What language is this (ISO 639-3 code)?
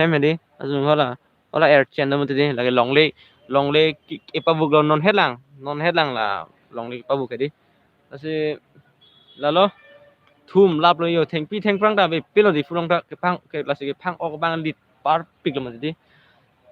mjw